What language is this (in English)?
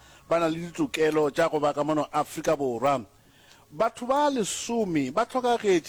Northern Sotho